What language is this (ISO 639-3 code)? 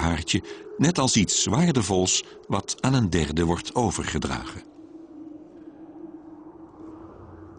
nld